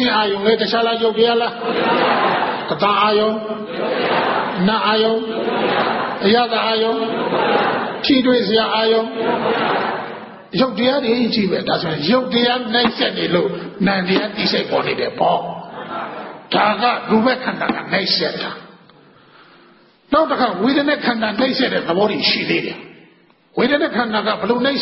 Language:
Burmese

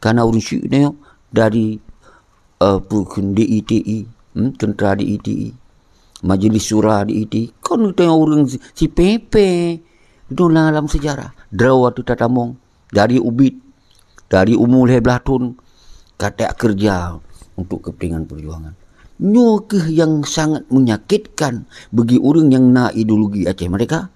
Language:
Achinese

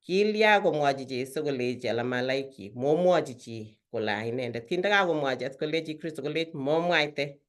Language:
Kalenjin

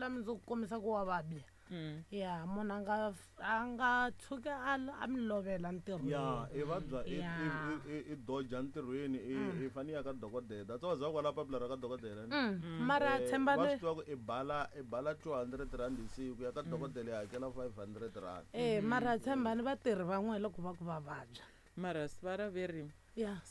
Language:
Tsonga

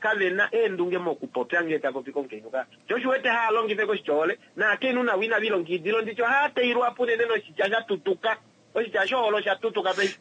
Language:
Kuanyama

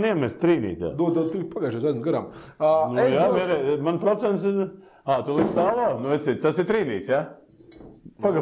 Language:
Latvian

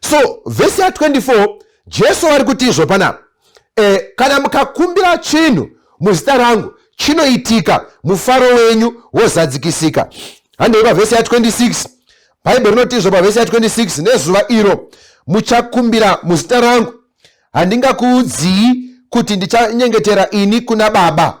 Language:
Shona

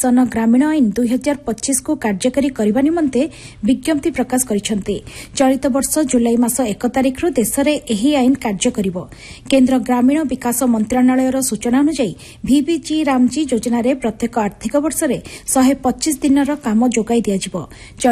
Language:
Odia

